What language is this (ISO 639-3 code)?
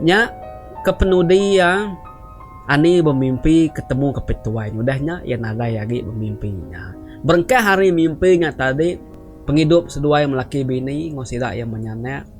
iba